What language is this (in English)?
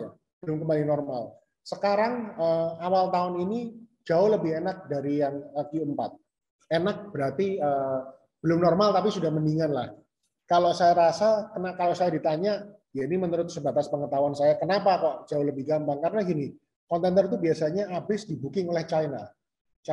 Indonesian